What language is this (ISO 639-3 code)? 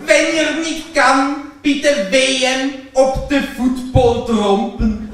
gsw